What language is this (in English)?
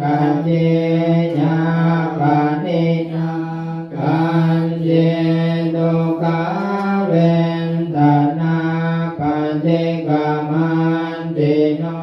Pali